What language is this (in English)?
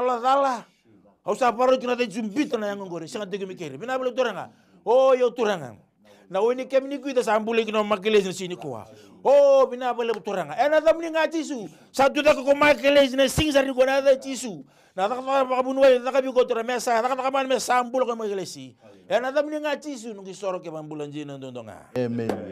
Fijian